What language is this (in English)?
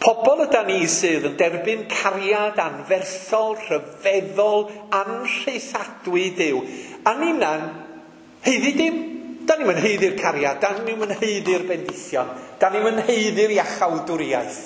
Welsh